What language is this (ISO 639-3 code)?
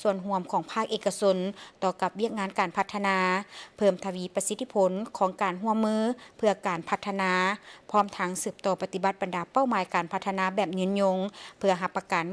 lao